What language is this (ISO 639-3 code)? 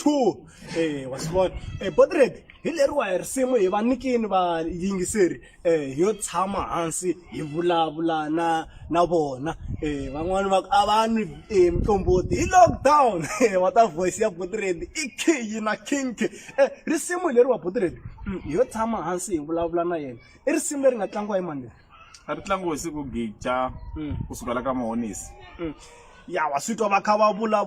tso